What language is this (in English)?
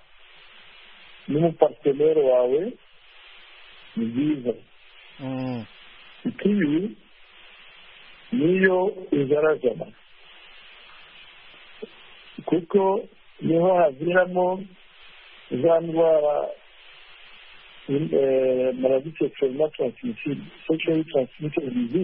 Kinyarwanda